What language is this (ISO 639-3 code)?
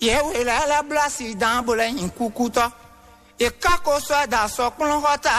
fon